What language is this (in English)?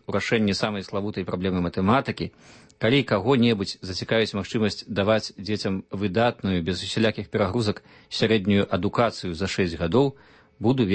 Belarusian